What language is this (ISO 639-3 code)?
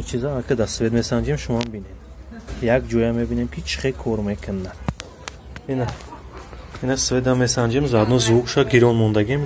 tgk